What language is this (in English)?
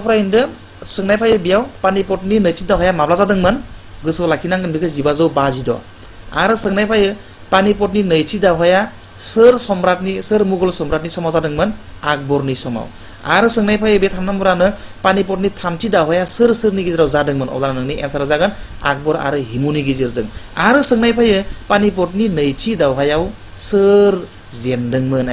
Bodo